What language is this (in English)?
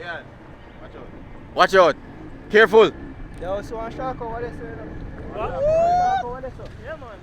Jamaican Creole English